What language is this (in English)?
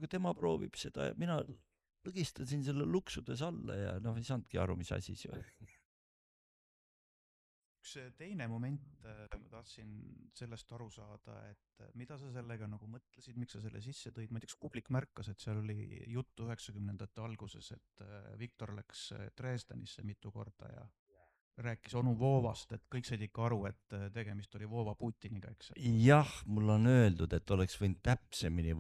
Estonian